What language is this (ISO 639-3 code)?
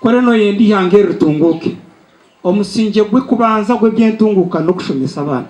nyn